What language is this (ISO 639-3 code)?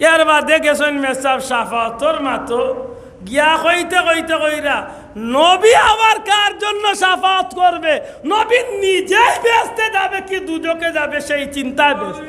syl